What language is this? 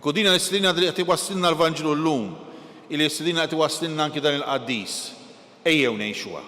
Maltese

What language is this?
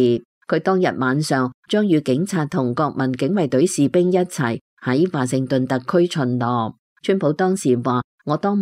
Cantonese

